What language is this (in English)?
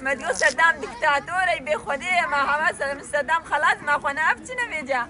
Kurdish